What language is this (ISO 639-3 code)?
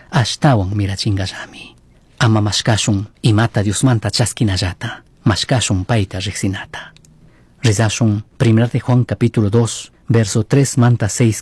qug